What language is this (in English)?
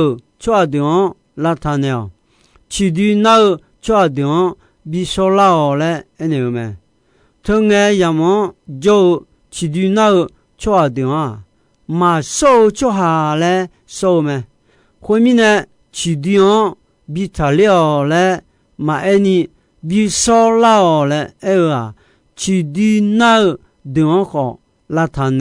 Akha